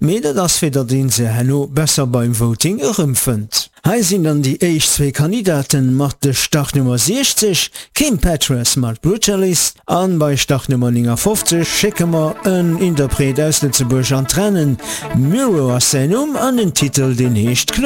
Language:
Luxembourgish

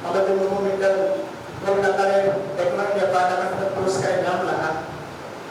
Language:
Santali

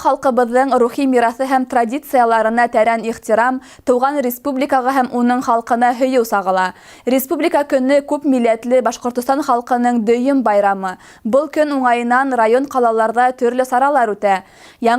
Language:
Bashkir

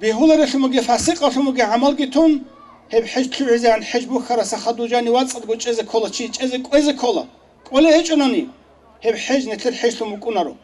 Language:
Avaric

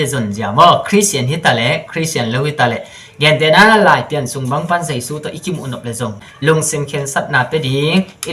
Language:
Tedim Chin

